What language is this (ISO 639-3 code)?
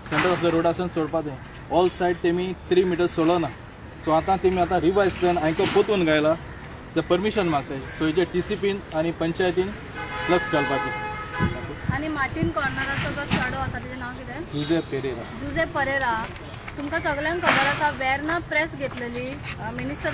kok